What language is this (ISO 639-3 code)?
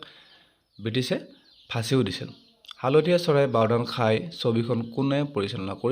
asm